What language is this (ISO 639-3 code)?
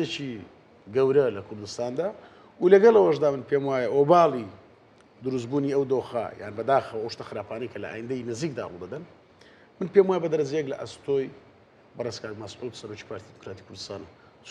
ckb